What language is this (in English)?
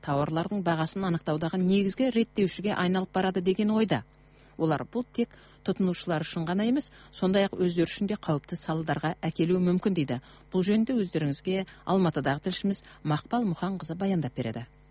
Kazakh